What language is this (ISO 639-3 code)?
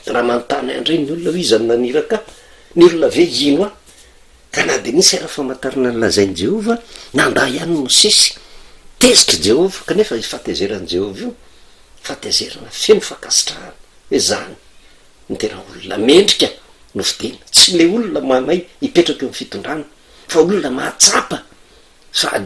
mlg